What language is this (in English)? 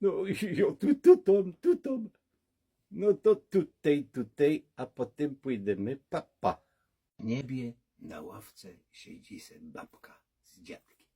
Silesian